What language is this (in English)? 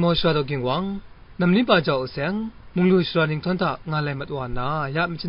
Kachin